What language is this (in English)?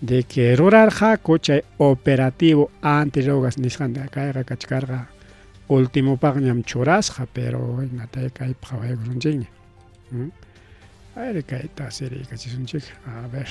Ayacucho Quechua